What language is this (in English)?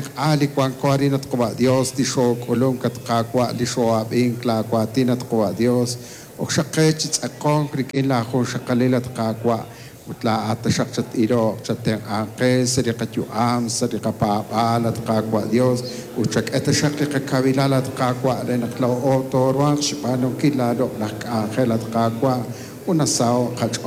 Kekchí